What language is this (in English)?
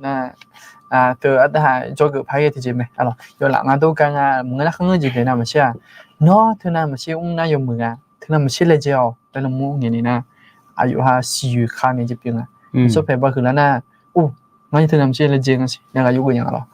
Akha